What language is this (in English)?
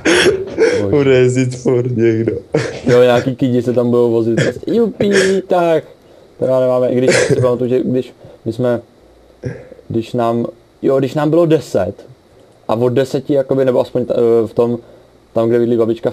Czech